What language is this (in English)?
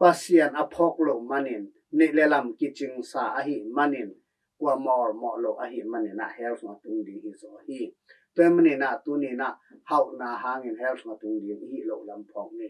Tedim Chin